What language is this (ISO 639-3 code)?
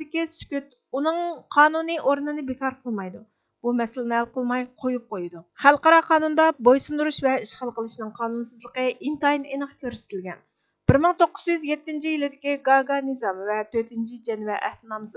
uig